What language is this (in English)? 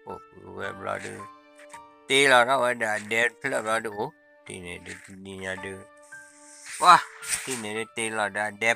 S'gaw Karen